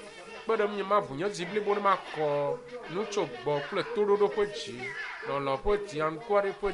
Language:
Ewe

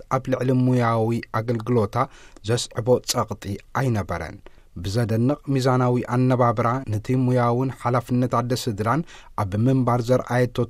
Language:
Tigrinya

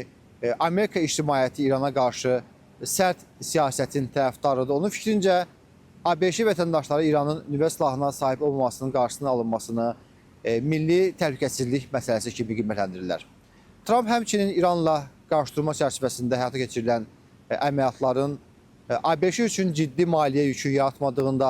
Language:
Azerbaijani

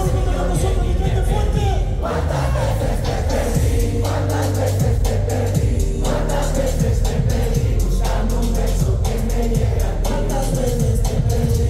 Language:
Spanish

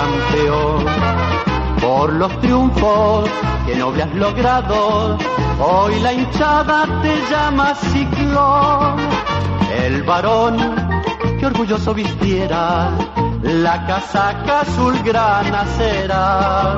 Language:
Spanish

